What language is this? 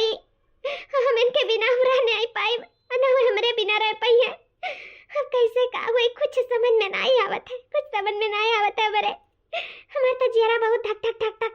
Awadhi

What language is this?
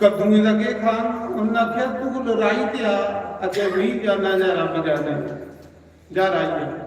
Dogri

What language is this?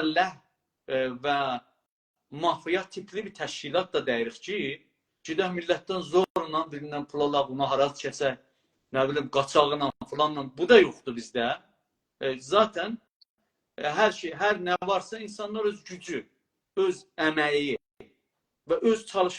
South Azerbaijani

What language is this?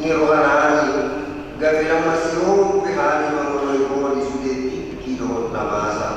Batak Toba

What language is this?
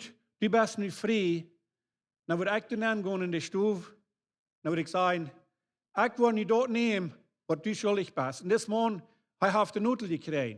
Plautdietsch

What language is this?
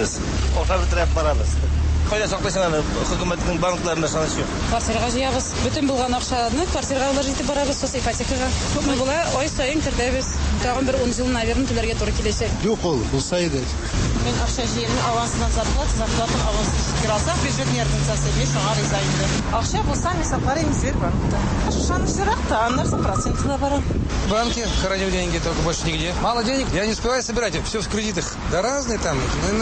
Tatar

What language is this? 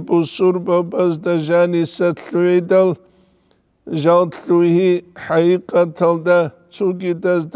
Avaric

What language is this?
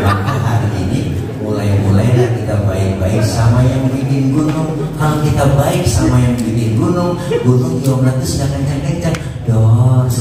Betawi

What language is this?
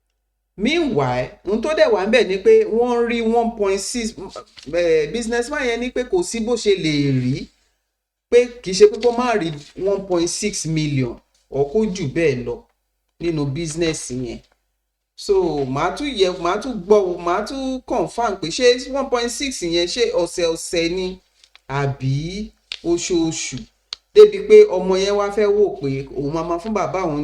Yoruba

